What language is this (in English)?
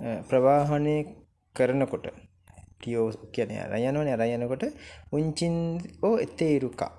Sinhala